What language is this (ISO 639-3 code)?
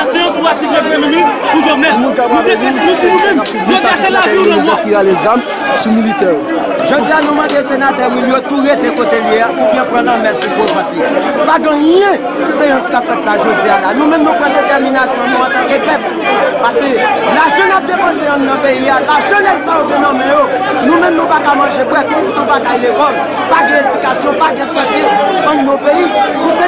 hat